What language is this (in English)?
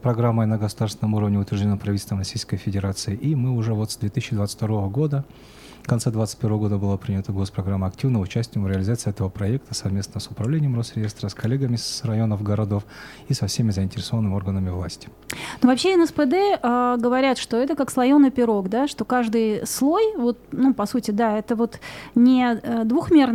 Russian